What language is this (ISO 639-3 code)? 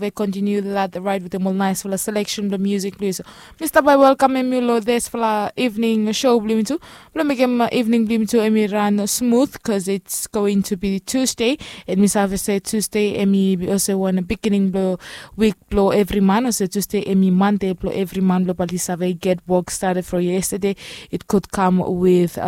bis